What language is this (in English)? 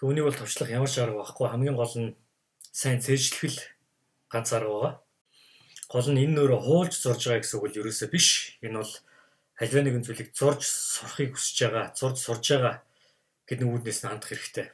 Mongolian